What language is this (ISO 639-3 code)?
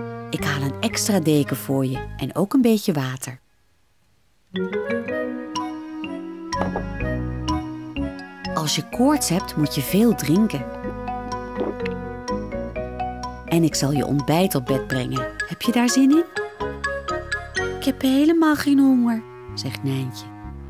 nld